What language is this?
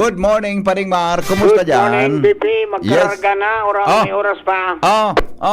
Bikol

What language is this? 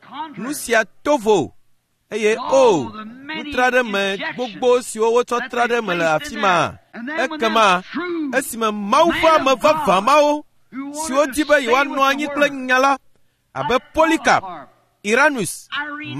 Ewe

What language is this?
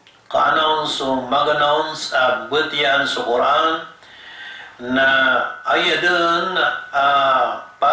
Maranao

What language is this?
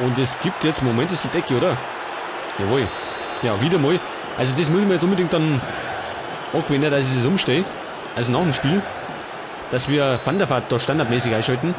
Bavarian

